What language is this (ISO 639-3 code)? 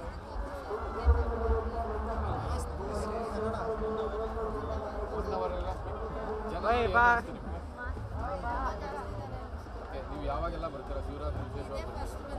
kan